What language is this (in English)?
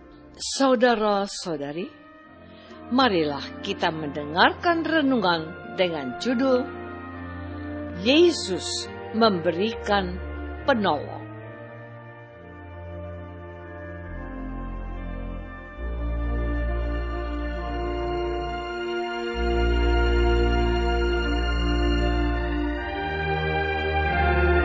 Indonesian